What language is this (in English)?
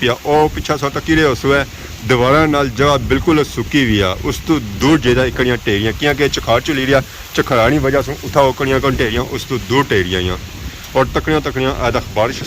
Pahari-Potwari